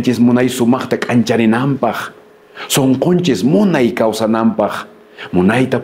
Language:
Quechua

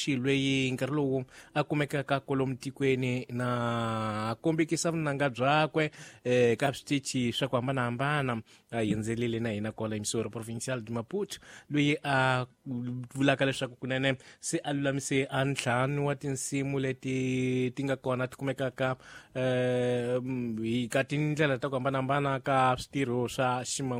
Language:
Tsonga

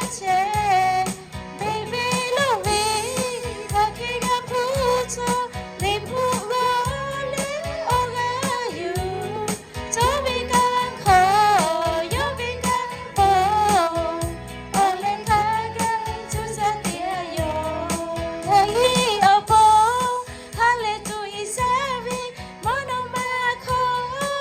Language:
Lahu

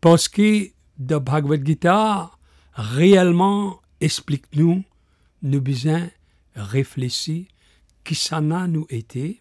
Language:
Morisyen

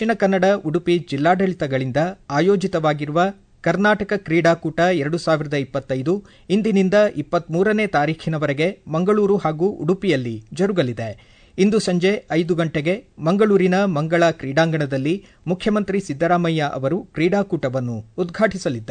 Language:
Kannada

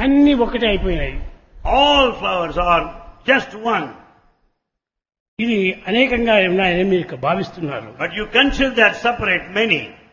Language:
Telugu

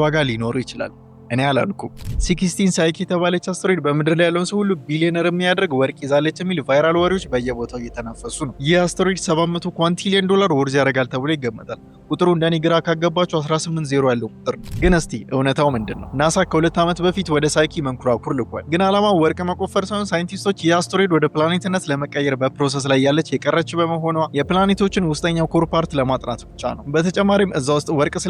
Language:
Amharic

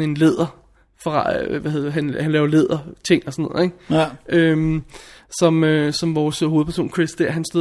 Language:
Danish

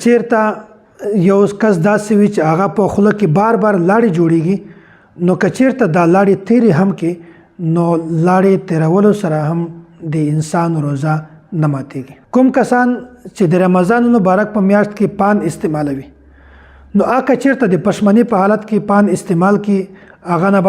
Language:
Pashto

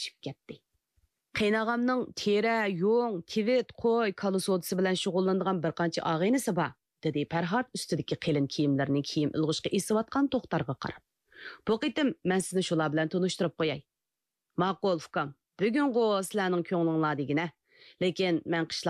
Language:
Uyghur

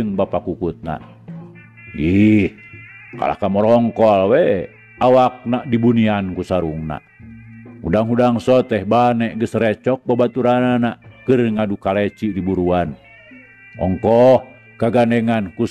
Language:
Sundanese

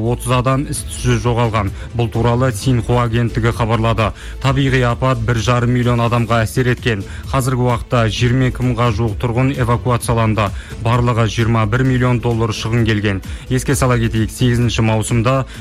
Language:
Kazakh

